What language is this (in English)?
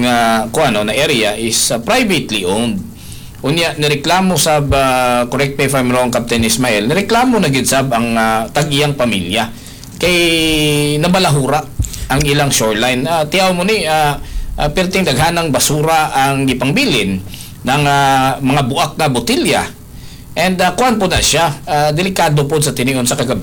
Cebuano